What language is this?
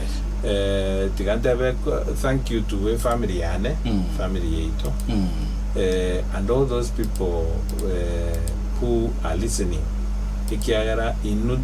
Gusii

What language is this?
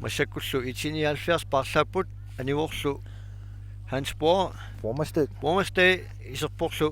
Kalaallisut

